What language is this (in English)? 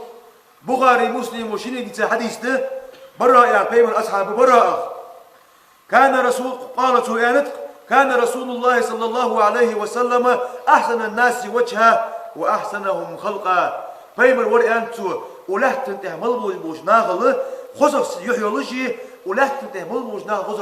Ingush